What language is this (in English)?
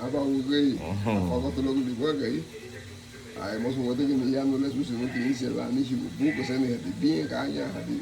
Garifuna